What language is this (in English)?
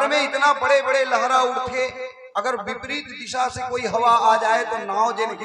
Chhattisgarhi